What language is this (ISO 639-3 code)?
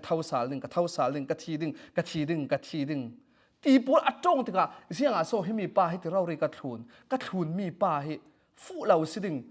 cfm